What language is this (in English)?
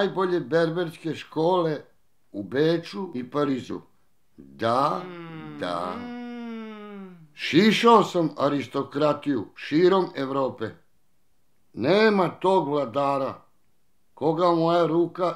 Serbian